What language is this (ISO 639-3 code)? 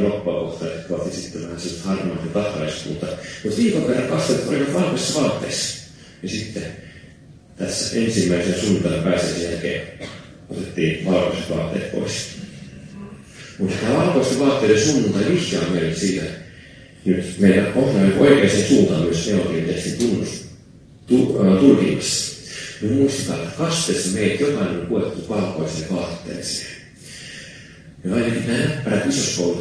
fin